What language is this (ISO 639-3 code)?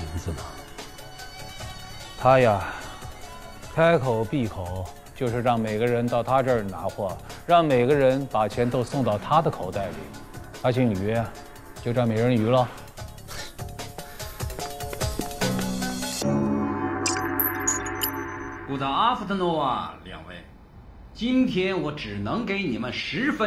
zho